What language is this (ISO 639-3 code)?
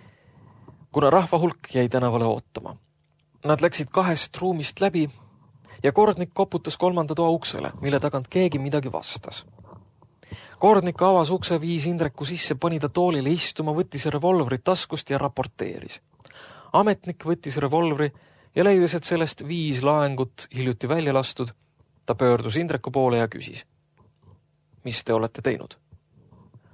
est